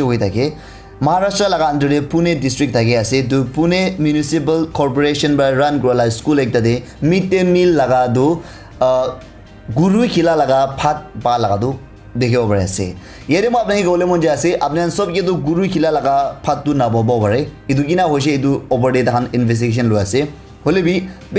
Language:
Naga Pidgin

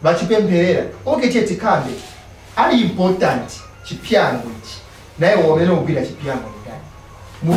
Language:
Nyanja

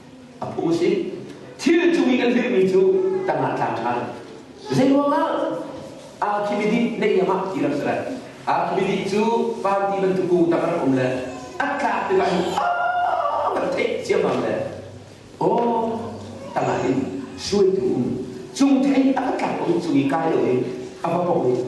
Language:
Hakha Chin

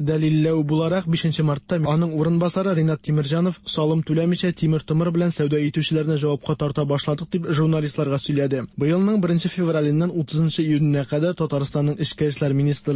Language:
Tatar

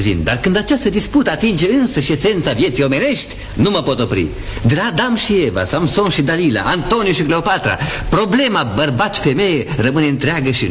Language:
Romanian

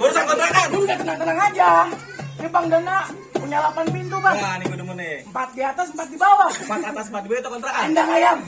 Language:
Betawi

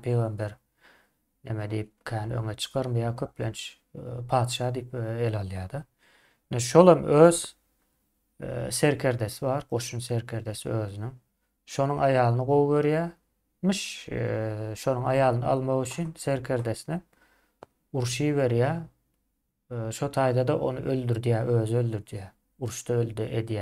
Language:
Turkmen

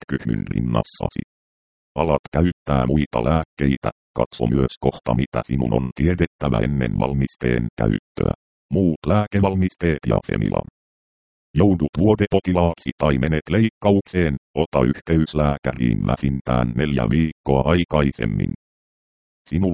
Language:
Finnish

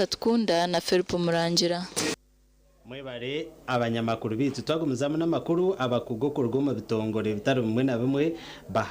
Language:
Nyankole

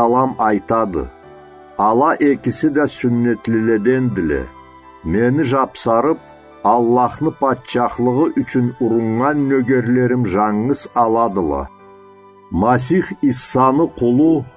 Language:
Karachay-Balkar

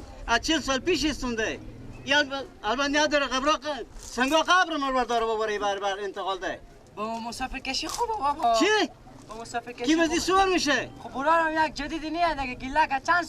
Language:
Persian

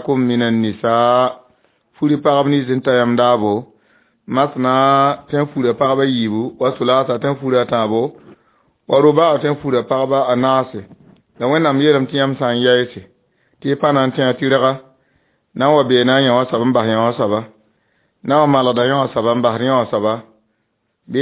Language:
Mossi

